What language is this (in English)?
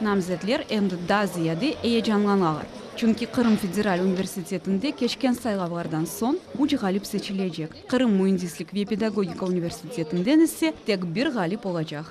Crimean Tatar